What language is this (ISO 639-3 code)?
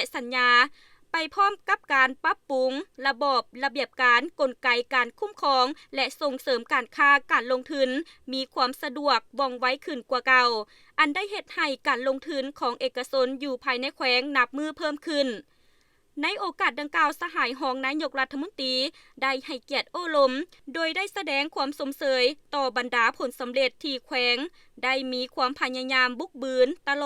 lao